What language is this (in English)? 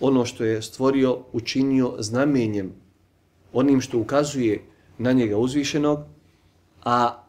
Bosnian